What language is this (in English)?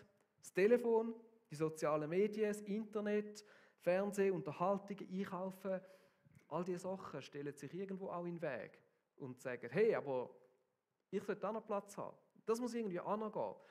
Swiss German